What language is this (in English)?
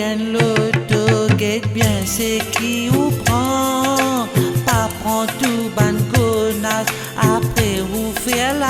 Morisyen